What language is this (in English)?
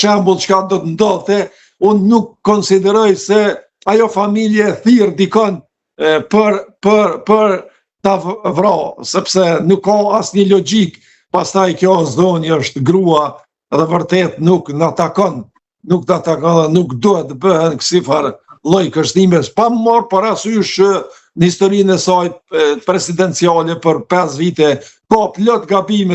Albanian